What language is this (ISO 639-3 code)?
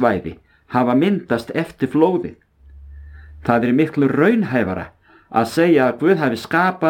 isl